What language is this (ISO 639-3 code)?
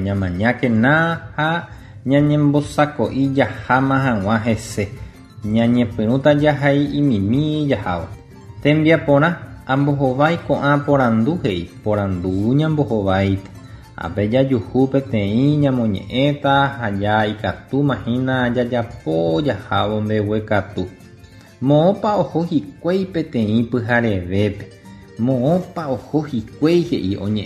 grn